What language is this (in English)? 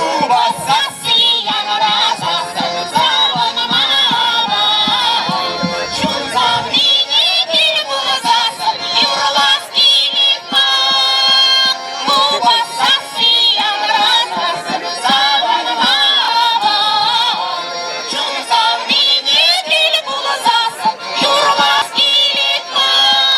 Chuvash